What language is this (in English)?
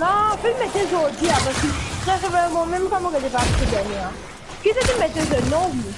Morisyen